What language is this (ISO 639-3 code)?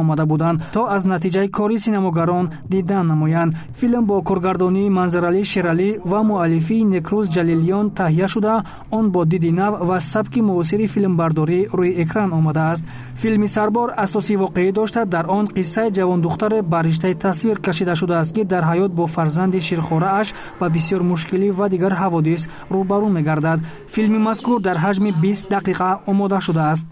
tgk